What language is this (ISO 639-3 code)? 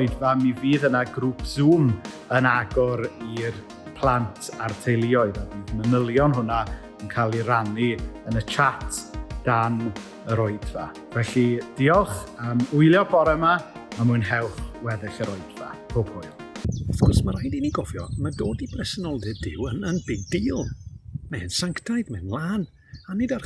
cym